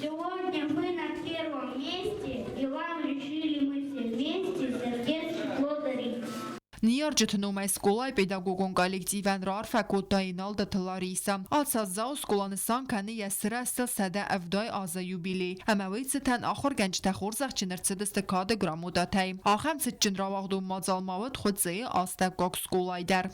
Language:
Ossetic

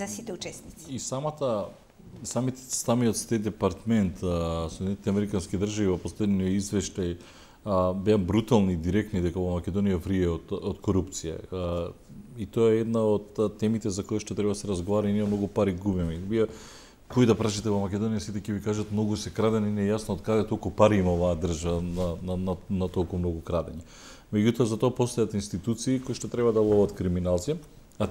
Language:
Macedonian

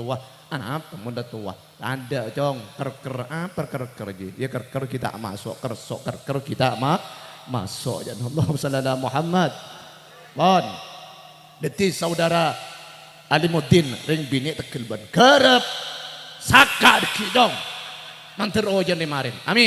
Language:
Madurese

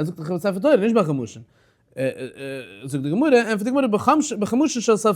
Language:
Yiddish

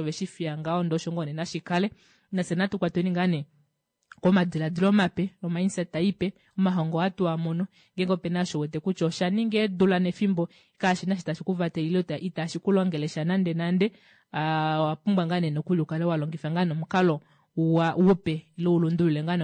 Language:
Kuanyama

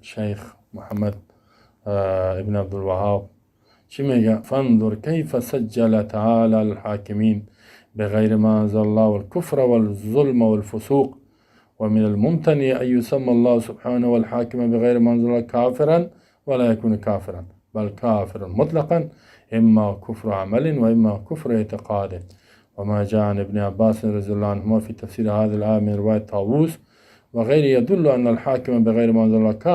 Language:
Persian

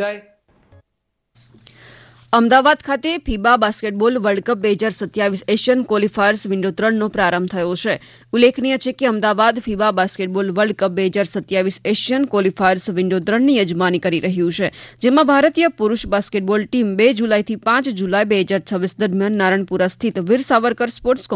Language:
Gujarati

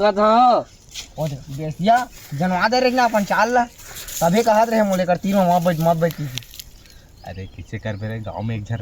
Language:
Chhattisgarhi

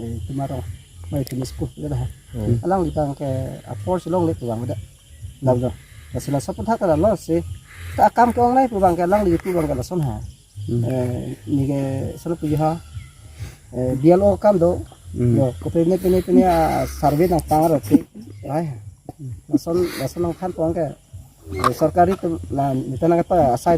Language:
Karbi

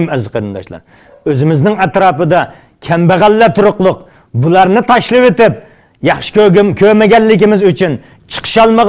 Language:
Uyghur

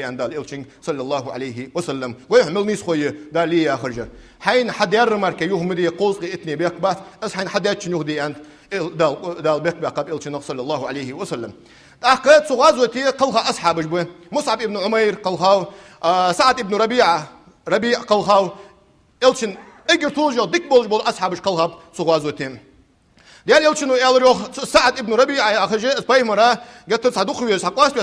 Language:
Ingush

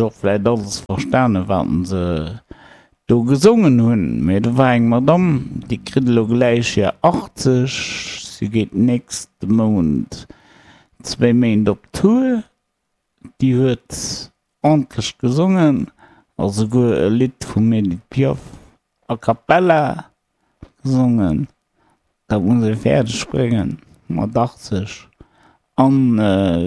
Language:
Luxembourgish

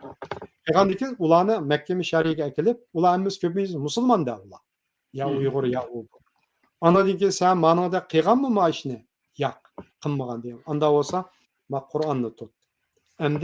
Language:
Uyghur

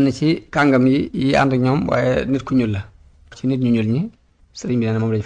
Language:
Wolof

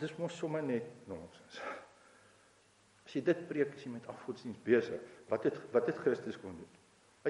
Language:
Afrikaans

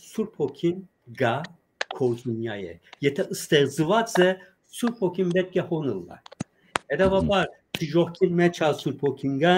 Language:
Western Armenian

